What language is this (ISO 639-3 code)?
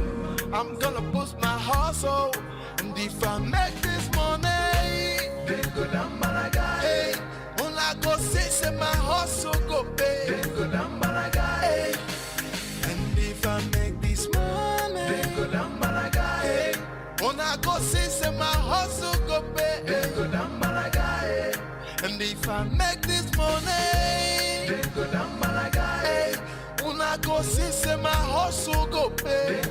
pcm